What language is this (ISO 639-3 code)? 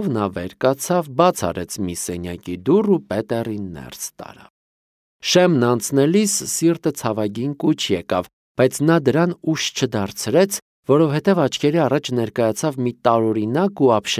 hye